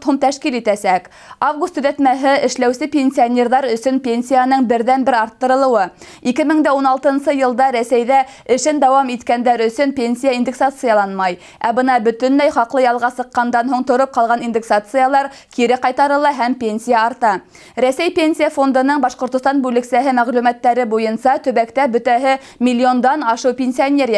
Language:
Bashkir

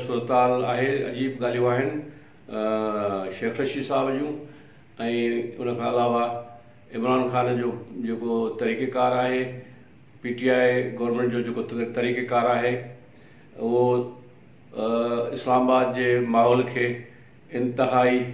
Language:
Sindhi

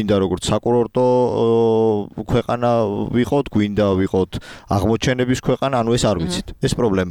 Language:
Georgian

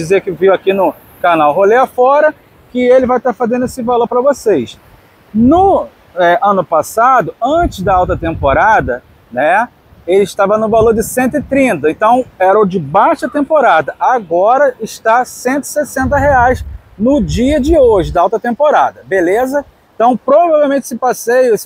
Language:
Portuguese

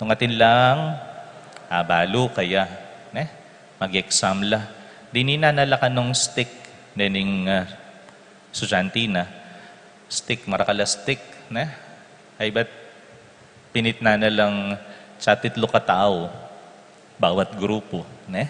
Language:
Pampanga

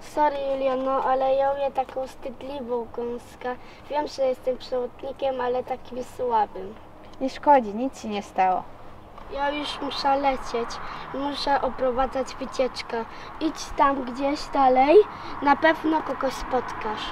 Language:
Silesian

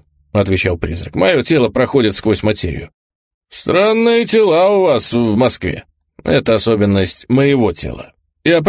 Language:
Russian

